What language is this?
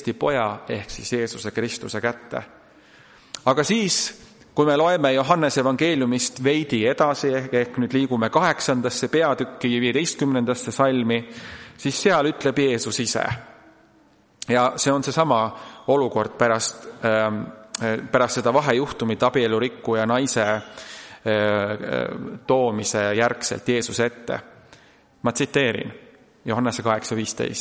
Estonian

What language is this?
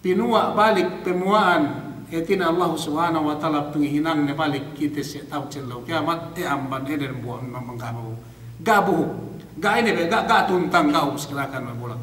Yakan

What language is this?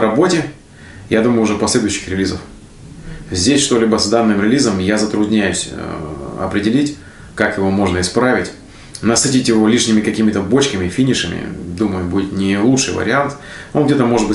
Russian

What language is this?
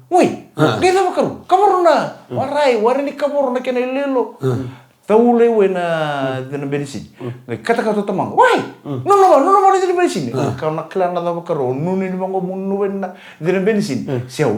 Fijian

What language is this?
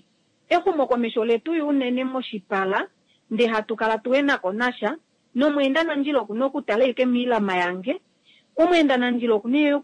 Kuanyama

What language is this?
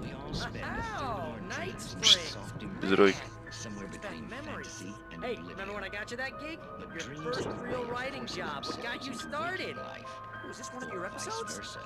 Swiss German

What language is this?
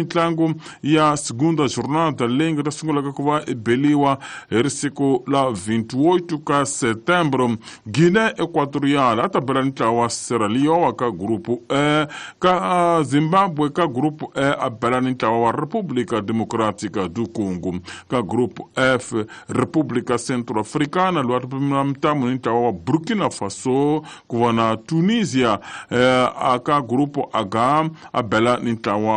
Tsonga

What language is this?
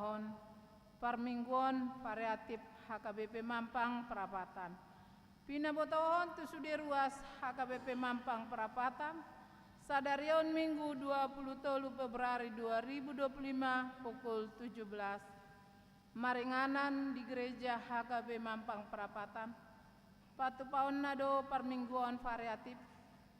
Batak Toba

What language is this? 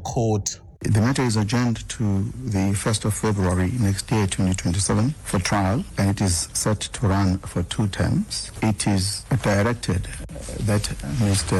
English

